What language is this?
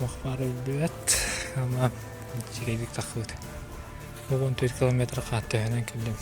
Yakut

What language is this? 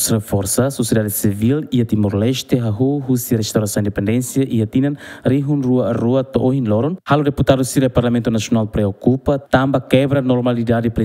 Tetum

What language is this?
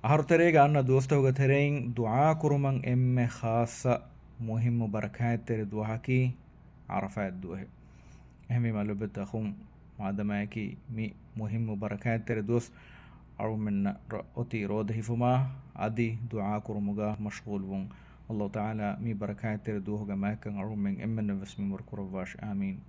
Divehi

